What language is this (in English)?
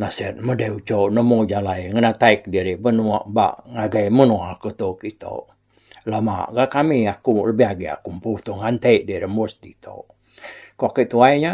Iban